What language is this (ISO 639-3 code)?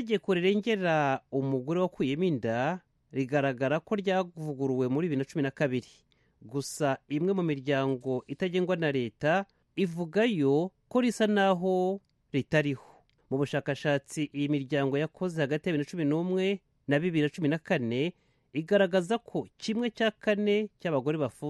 kin